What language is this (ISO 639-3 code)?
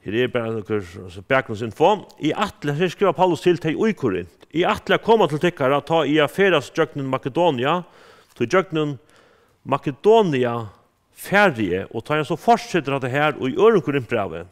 fao